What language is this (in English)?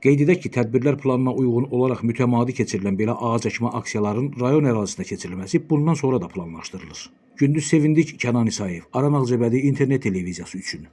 Azerbaijani